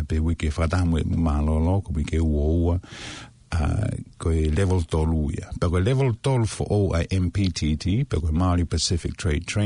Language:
Tongan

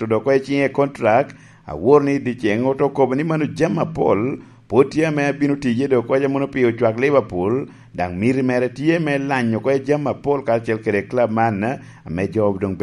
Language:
Lango (Uganda)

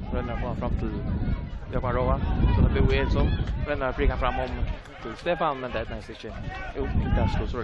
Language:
Faroese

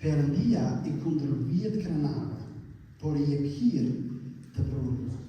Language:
Albanian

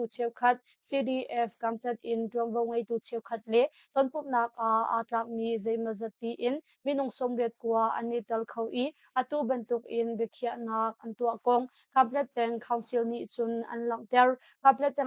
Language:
Hakha Chin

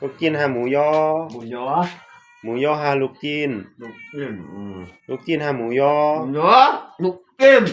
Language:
Shan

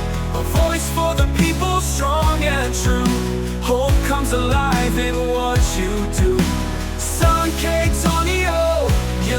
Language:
Waray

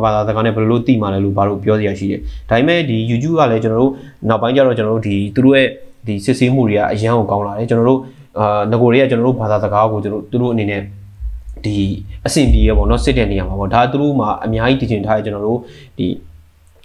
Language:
Burmese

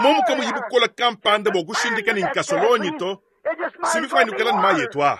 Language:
Luba-Lulua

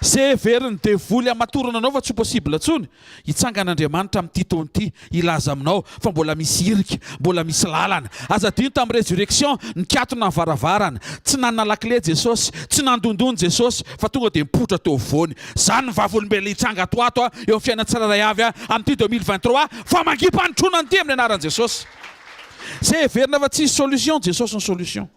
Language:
Malagasy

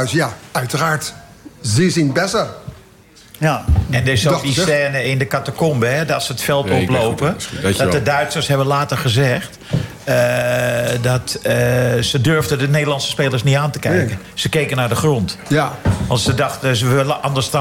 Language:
Dutch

